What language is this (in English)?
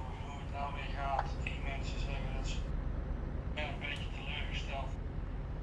Dutch